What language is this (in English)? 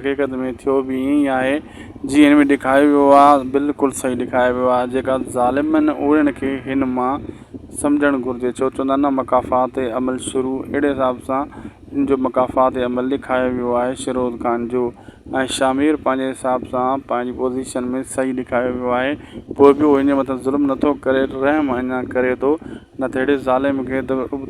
Sindhi